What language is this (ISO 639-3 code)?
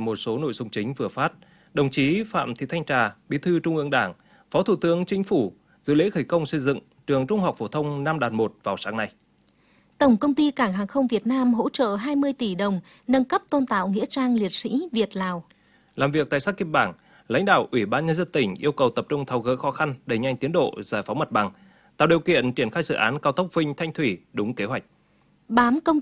vie